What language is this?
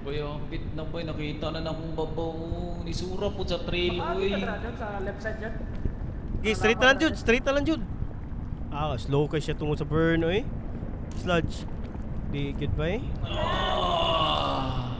Cebuano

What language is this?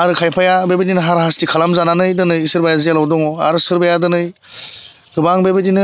Bodo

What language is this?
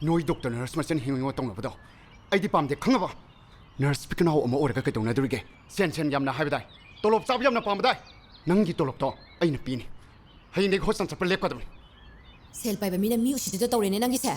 Manipuri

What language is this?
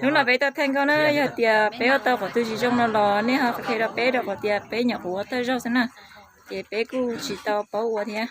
Hmong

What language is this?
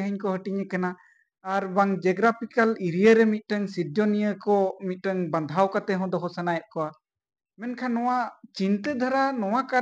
Santali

